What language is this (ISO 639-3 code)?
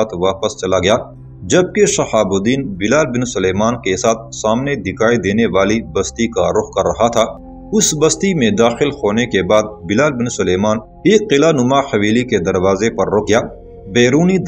urd